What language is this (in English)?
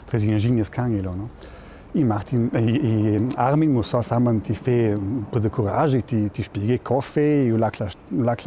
Ladin